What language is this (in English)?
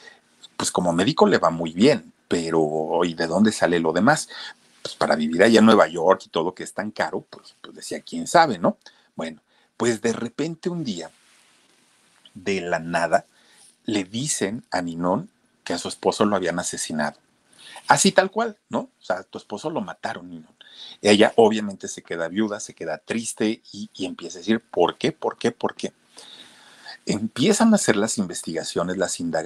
Spanish